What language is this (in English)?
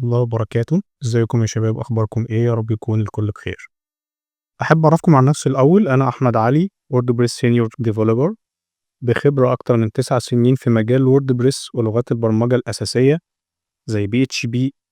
Egyptian Arabic